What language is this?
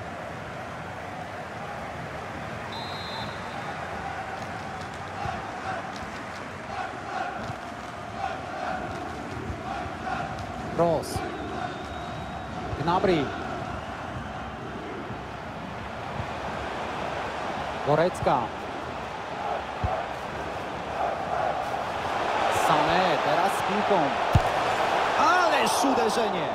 Polish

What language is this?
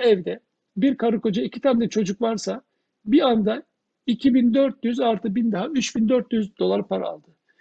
Turkish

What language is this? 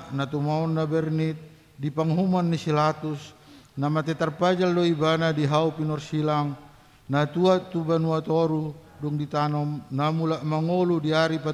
Batak Toba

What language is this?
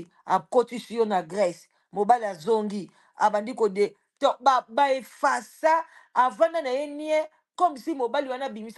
Lingala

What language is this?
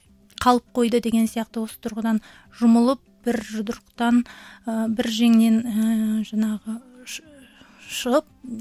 Kazakh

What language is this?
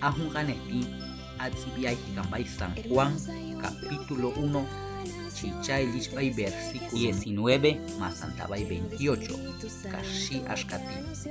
Q'anjob'al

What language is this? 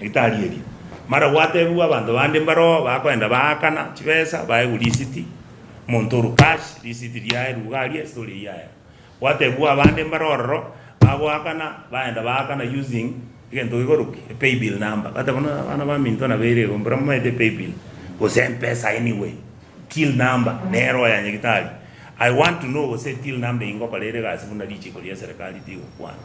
Gusii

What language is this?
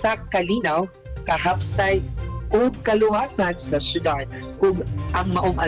Cebuano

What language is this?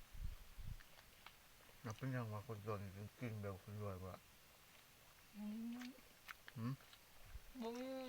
Lao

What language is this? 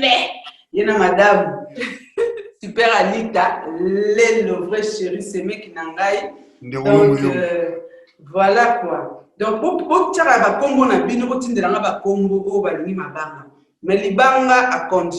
Lingala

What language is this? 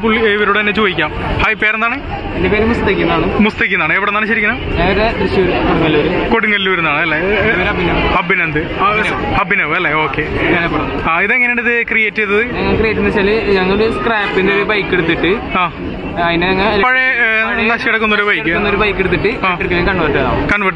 Malayalam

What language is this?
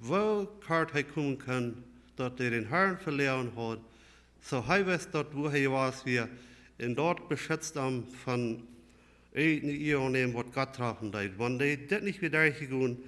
Plautdietsch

